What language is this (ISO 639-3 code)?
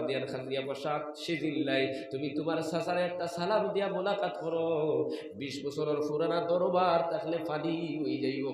syl